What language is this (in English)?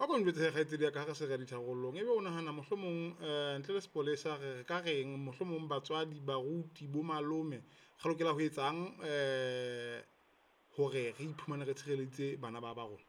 Southern Sotho